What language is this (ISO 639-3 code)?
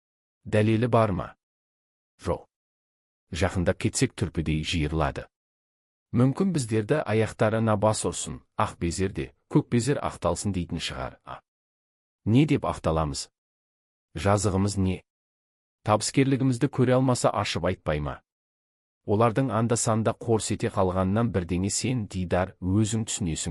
kaz